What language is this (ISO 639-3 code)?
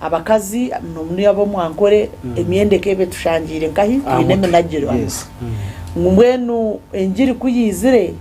nyn